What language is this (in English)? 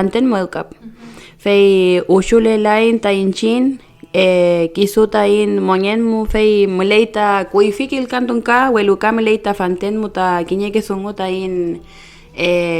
Mapuche